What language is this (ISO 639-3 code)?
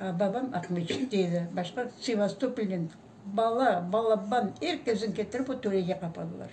crh